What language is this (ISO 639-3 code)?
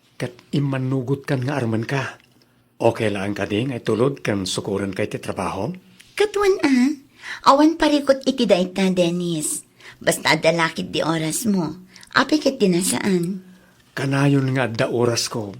ilo